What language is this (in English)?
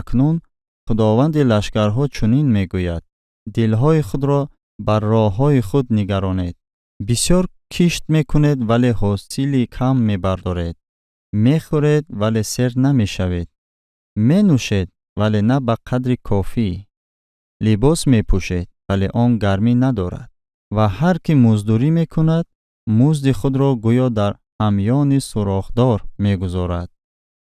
Tajik